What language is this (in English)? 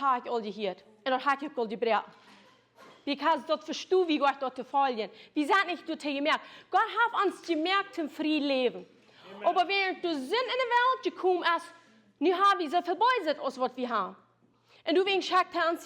Plautdietsch